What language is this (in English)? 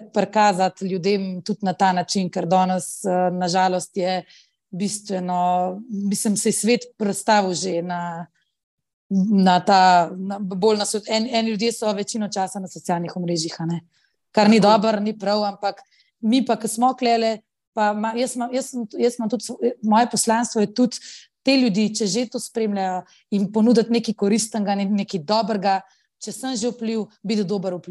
Slovenian